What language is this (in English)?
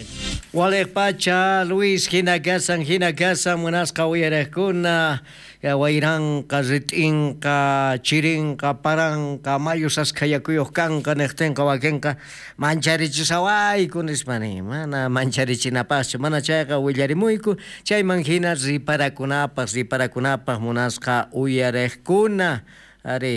South Bolivian Quechua